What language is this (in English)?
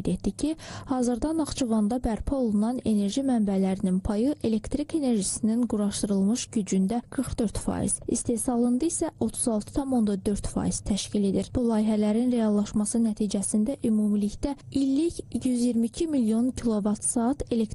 Azerbaijani